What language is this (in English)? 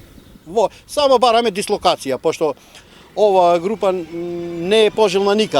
Macedonian